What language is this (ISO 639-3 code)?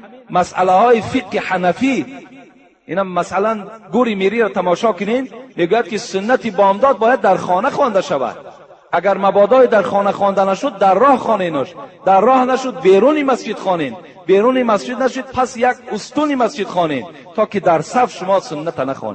tgk